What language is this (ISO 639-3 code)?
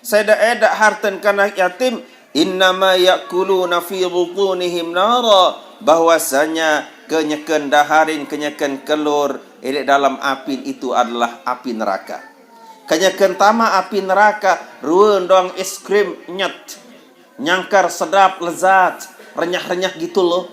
sas